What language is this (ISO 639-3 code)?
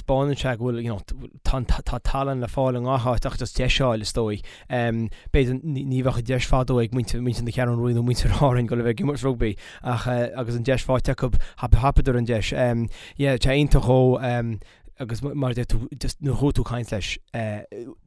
gle